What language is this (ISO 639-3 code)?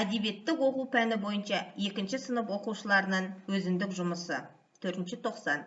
kaz